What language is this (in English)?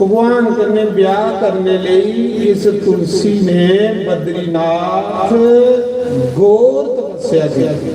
Dogri